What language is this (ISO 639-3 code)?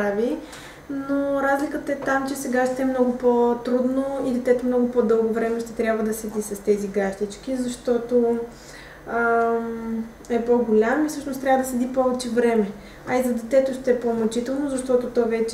bul